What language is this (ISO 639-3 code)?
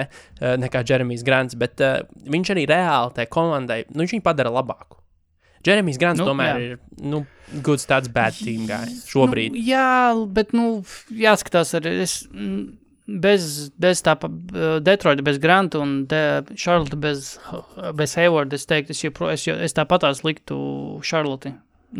lav